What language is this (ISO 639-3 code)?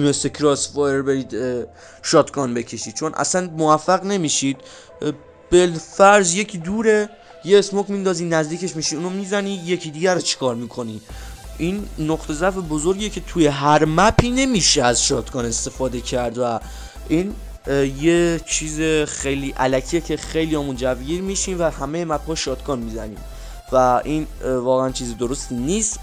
fas